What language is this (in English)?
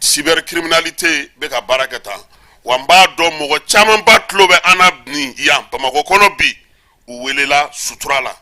Bambara